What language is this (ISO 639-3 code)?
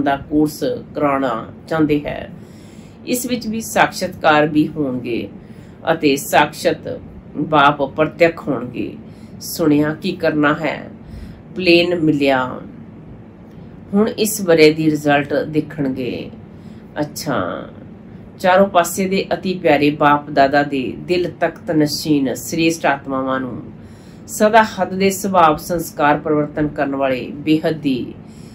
pan